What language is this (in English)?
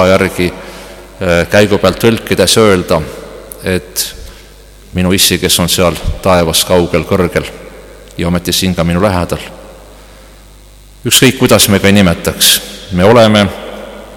Estonian